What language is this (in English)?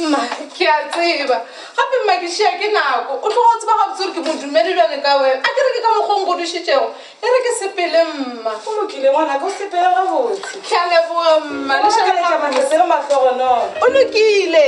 Northern Sotho